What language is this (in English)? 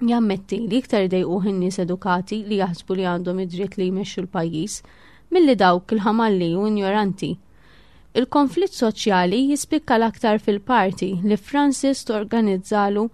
Maltese